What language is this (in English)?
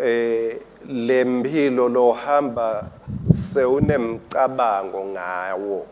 Swati